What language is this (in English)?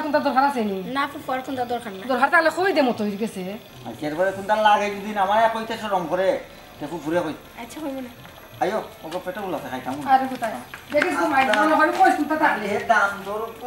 Sylheti